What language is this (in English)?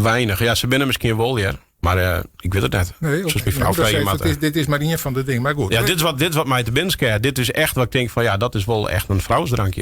Western Frisian